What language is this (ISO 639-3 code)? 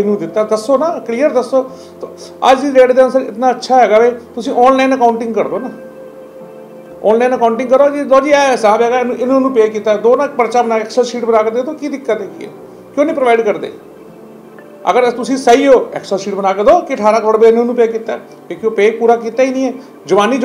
pan